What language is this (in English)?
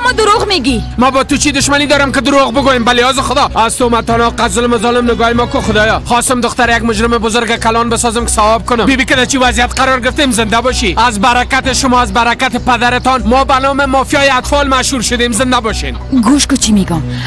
Persian